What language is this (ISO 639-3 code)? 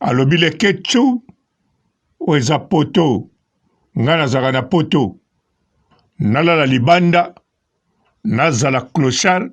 lin